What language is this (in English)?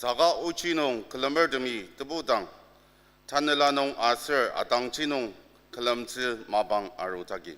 Ao Naga